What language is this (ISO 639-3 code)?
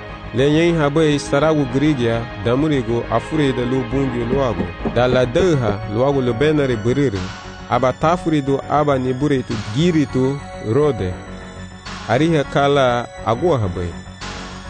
cab